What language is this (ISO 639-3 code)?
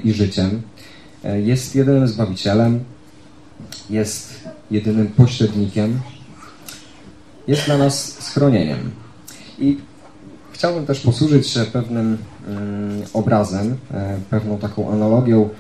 pol